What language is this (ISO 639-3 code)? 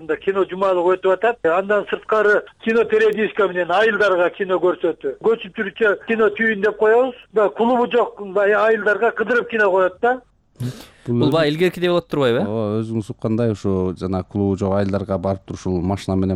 kir